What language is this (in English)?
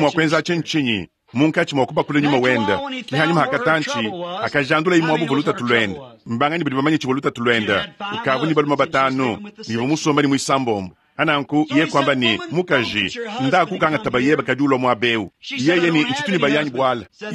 Luba-Lulua